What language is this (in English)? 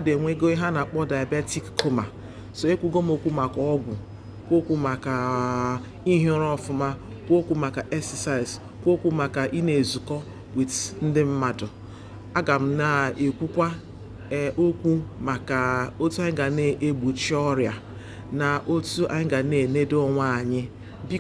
Igbo